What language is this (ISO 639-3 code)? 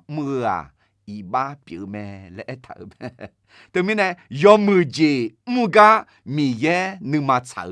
ahk